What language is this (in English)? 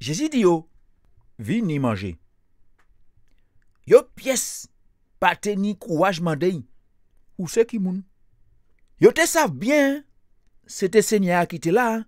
Guadeloupean Creole French